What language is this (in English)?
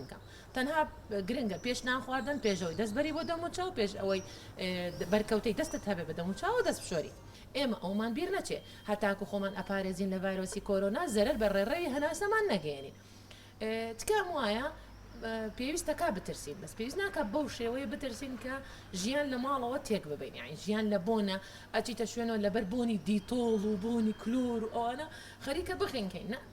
Central Kurdish